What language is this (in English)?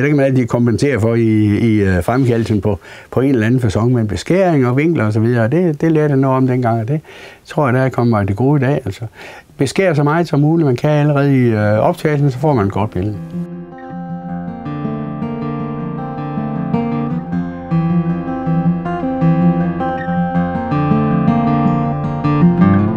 Danish